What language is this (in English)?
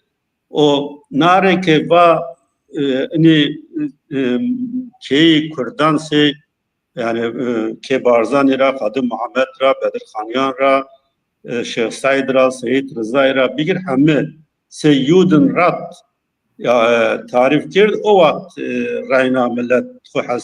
Zaza